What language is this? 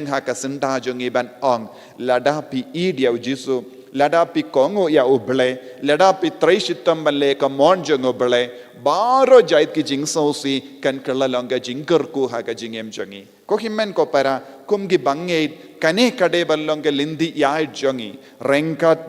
Khasi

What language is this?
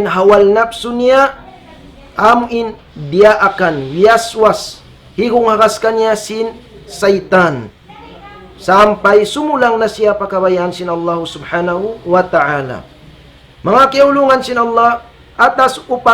Tausug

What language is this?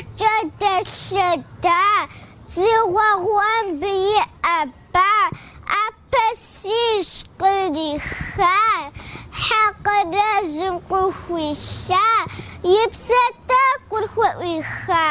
Kabardian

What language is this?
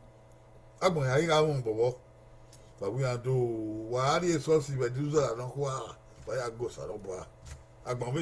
Bini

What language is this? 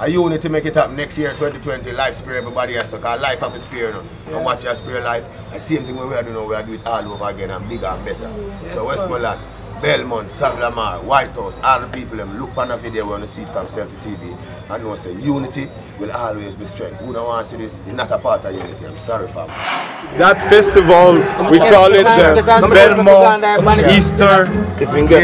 Jamaican Creole English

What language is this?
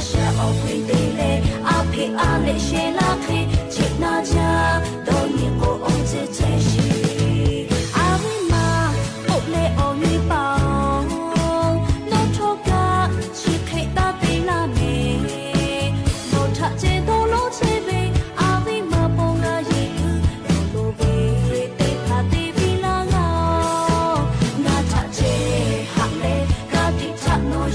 Lahu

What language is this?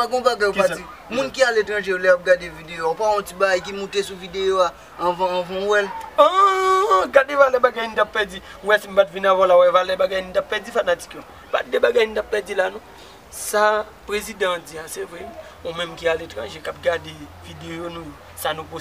Haitian Creole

